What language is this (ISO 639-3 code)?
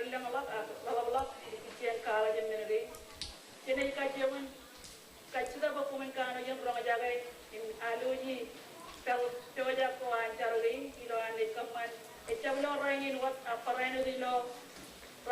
mah